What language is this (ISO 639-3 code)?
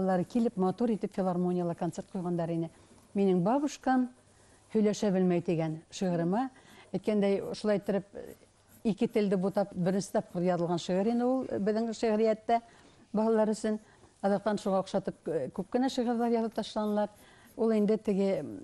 bak